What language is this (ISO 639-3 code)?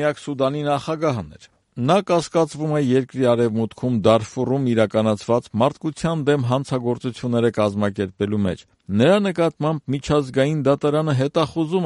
hye